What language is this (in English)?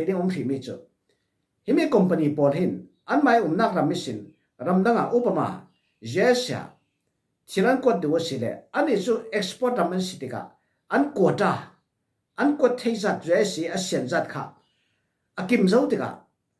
Falam Chin